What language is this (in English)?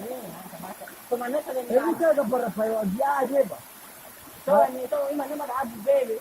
Nias